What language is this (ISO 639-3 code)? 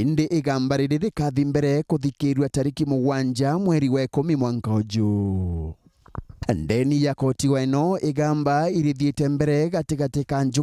mer